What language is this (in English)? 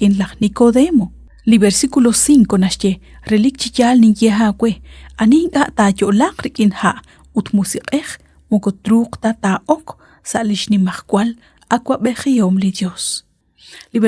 Kekchí